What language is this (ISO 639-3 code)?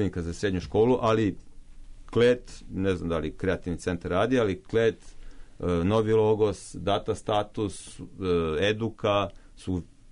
srp